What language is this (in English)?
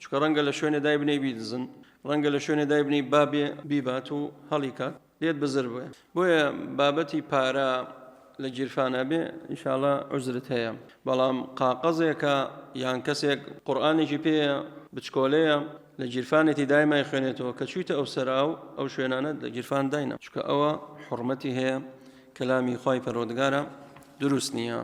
Central Kurdish